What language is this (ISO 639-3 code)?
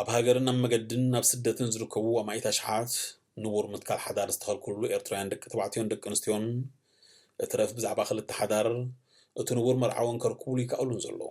tir